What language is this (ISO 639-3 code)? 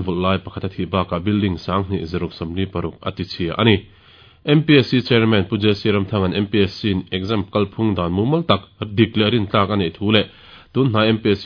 lus